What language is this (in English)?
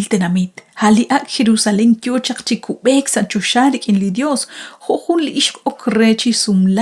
Kekchí